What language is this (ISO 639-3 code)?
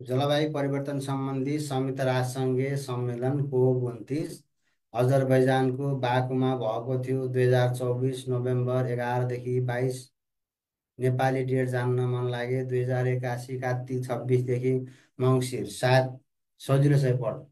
nep